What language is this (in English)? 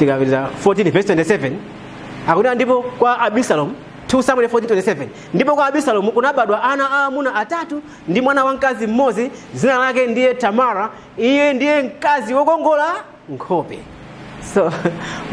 Nyanja